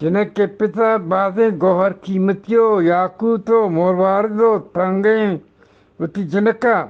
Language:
Eastern Balochi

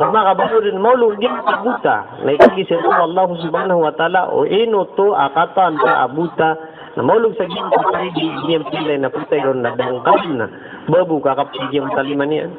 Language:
Maranao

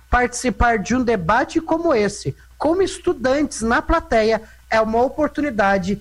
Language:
Portuguese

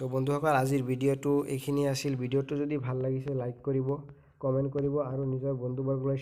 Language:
Assamese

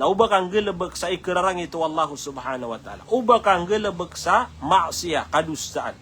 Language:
Maranao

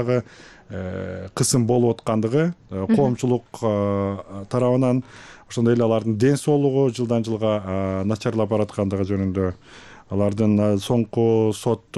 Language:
Kyrgyz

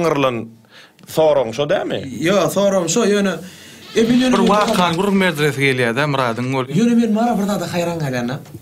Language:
Turkmen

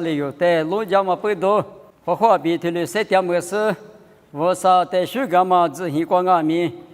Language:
Lisu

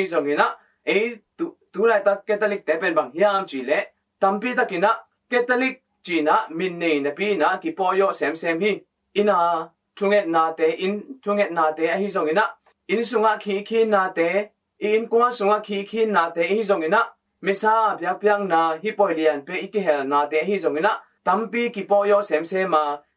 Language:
Tedim Chin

